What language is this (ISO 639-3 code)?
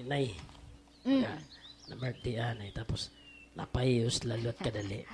war